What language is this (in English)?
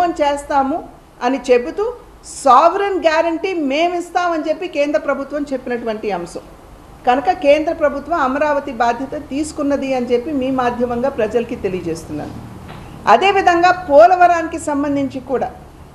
Telugu